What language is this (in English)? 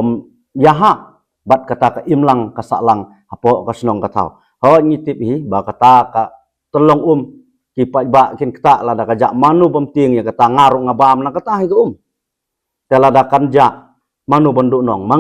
Khasi